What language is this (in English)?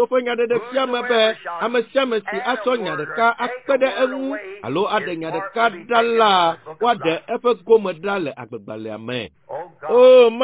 Ewe